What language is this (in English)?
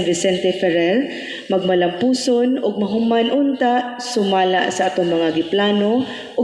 Cebuano